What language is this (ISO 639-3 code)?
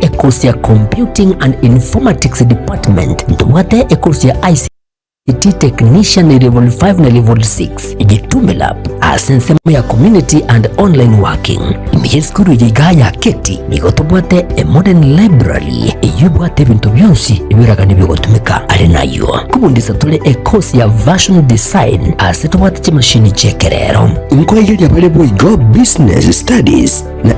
guz